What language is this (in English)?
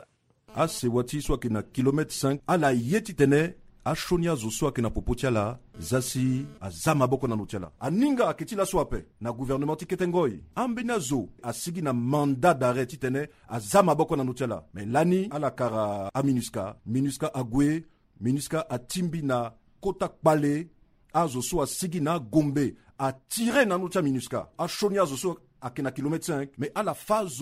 Sango